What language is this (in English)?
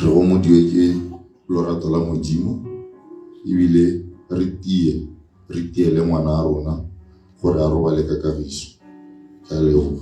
Tswana